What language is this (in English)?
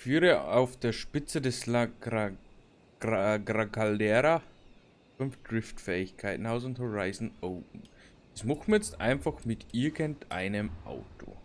Bavarian